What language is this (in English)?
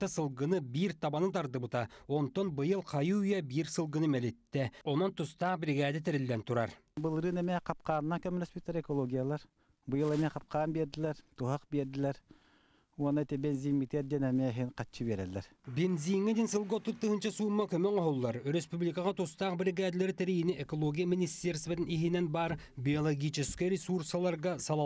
Yakut